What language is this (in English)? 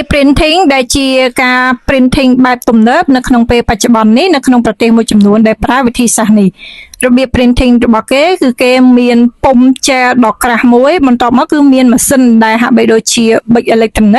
Khmer